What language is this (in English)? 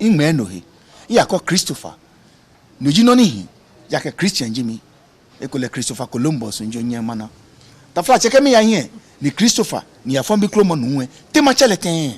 Ga